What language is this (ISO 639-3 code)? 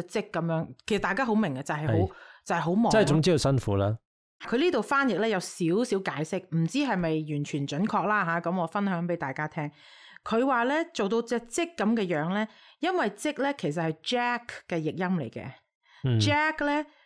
yue